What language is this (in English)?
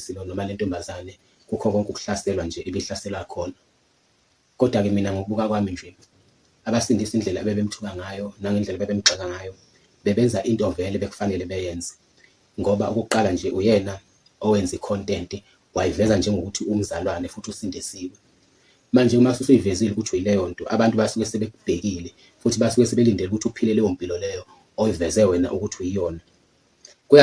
Zulu